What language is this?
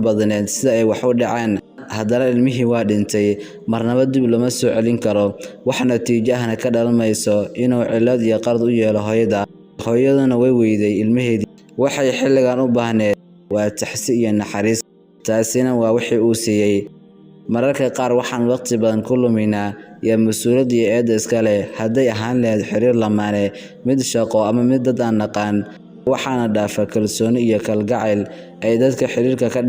Somali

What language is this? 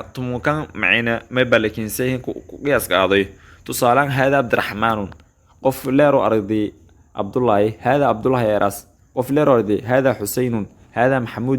Somali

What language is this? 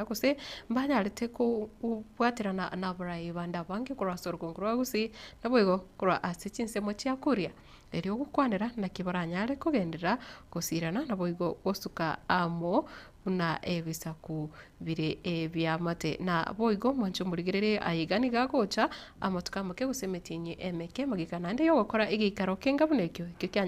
Gusii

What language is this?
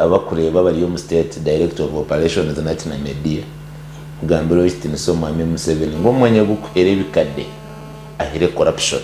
Nyankole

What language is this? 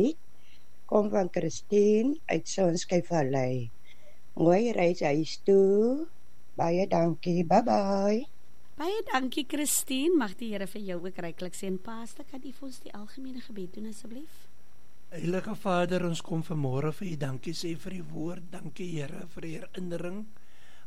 Afrikaans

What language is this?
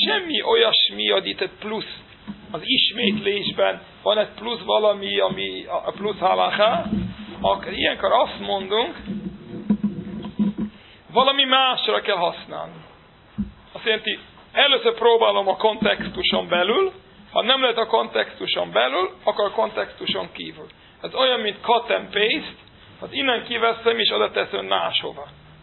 Hungarian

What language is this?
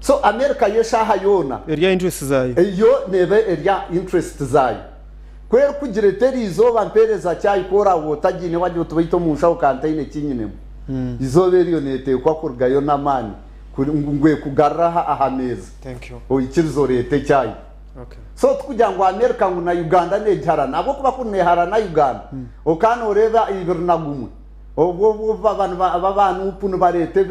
Nyankole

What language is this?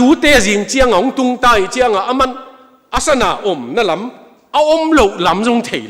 Tedim Chin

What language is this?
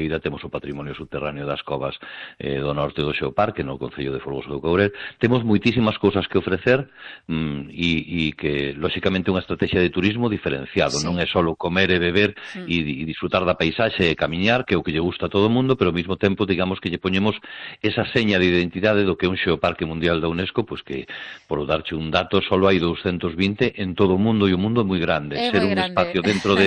Galician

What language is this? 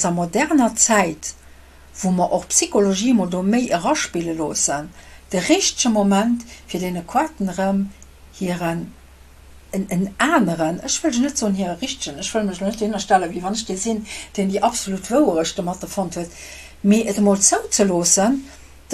Luxembourgish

